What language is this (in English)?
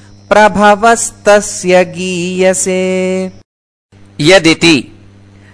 Sanskrit